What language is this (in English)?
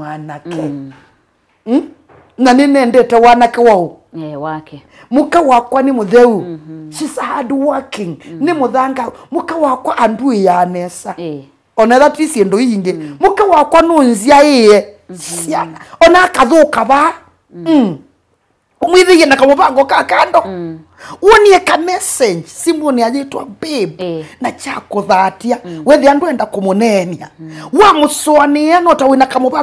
Kamba